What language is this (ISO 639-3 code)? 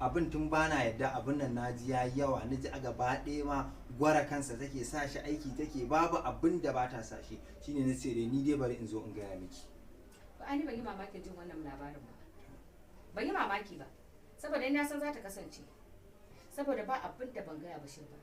hau